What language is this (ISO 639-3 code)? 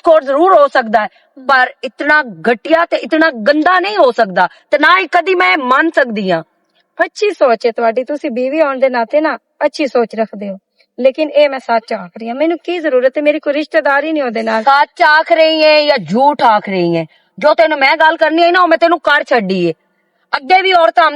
lah